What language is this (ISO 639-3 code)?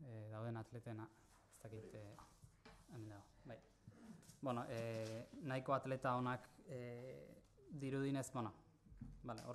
eus